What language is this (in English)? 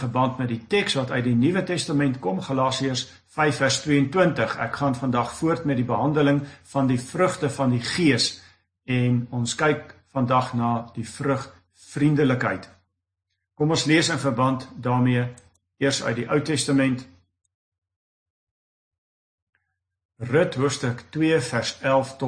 Afrikaans